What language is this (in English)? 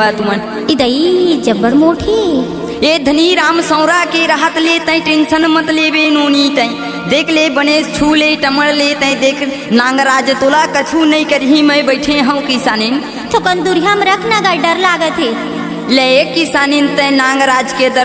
Chhattisgarhi